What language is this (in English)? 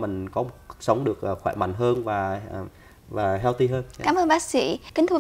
Vietnamese